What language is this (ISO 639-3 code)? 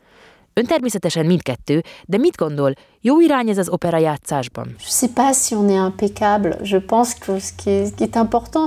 hun